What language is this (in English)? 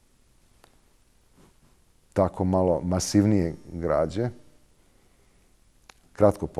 Serbian